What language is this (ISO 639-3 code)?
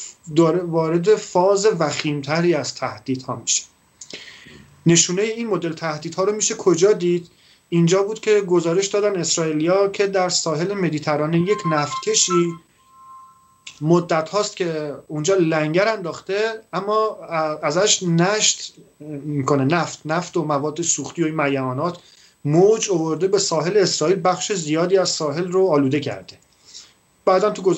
fas